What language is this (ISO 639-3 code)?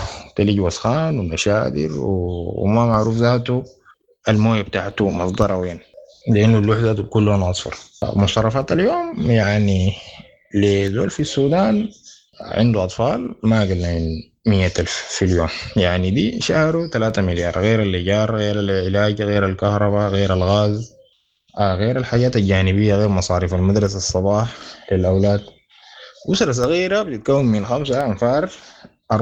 apd